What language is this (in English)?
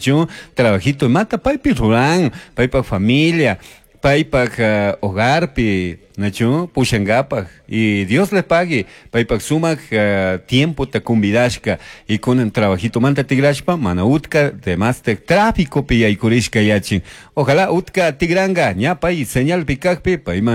Chimborazo Highland Quichua